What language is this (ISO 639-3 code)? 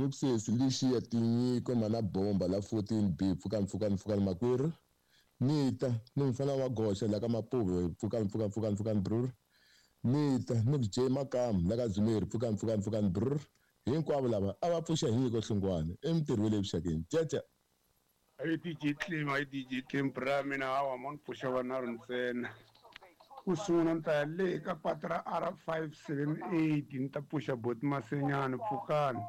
tso